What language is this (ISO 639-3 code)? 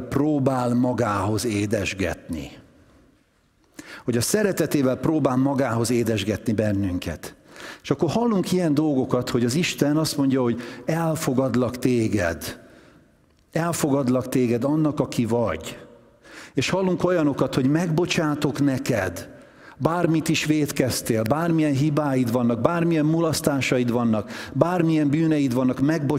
hun